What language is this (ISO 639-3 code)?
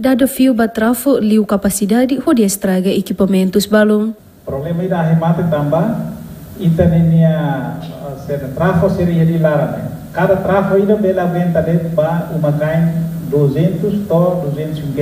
tet